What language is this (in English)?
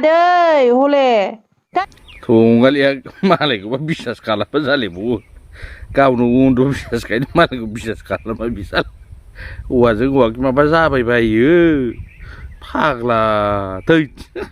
Bodo